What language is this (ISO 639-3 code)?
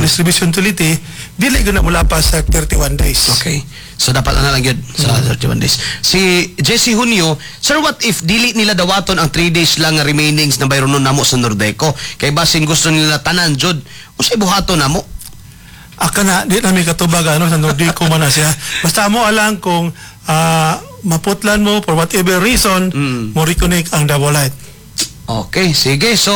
ceb